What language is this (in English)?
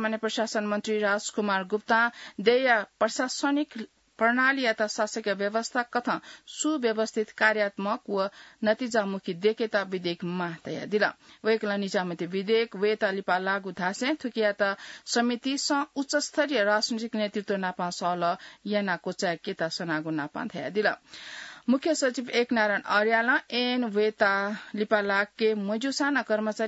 Newari